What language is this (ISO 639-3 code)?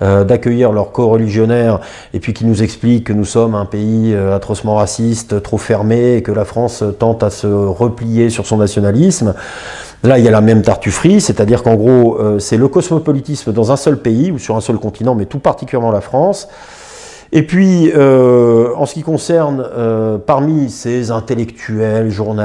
fra